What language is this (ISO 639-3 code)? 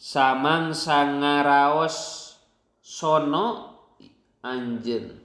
sun